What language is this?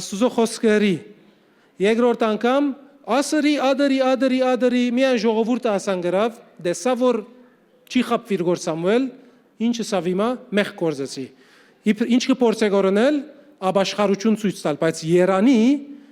Western Armenian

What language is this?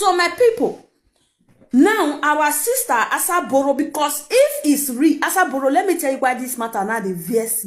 Nigerian Pidgin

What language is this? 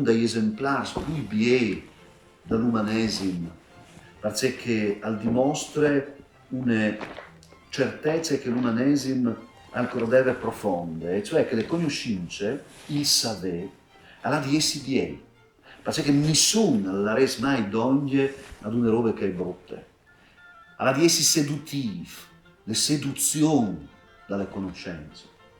Friulian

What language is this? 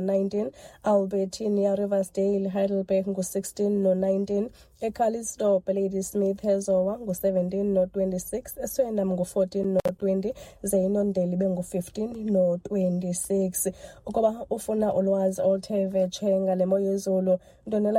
Xhosa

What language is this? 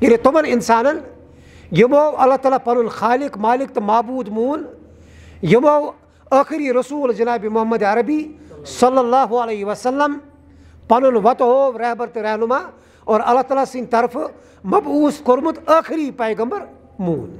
Kashmiri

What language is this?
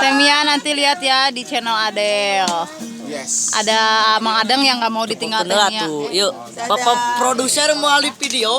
Sundanese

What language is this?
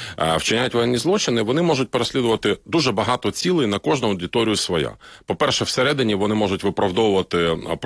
Ukrainian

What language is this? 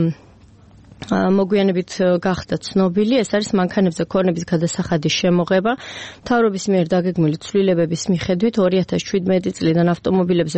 Georgian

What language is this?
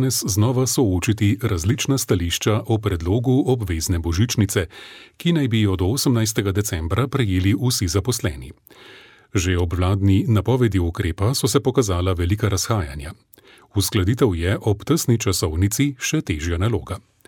Slovenian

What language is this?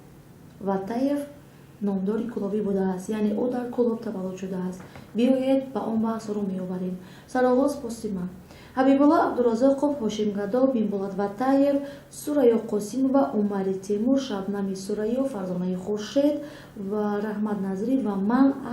Tajik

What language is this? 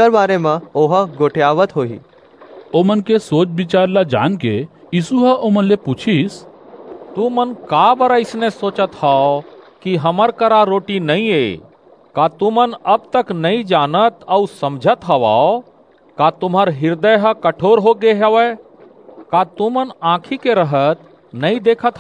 Chhattisgarhi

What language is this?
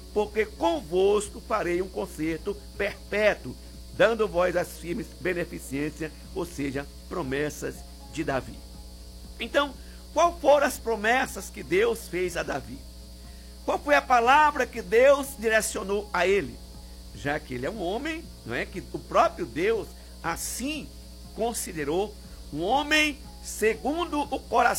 Portuguese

